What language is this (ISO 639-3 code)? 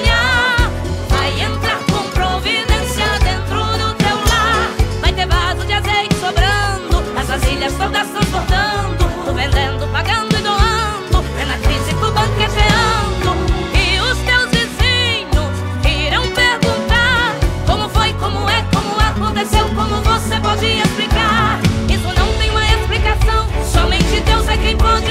por